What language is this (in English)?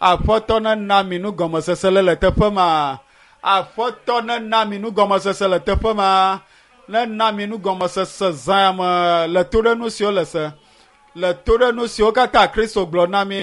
Ewe